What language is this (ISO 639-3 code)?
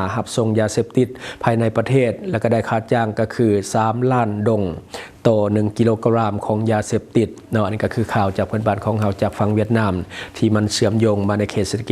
lao